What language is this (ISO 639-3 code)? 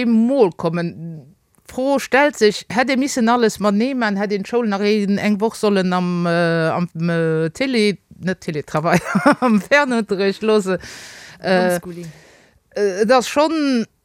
ltz